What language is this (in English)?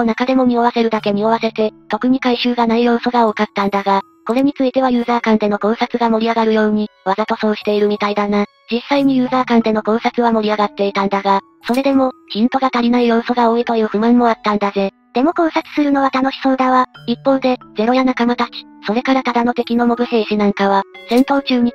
Japanese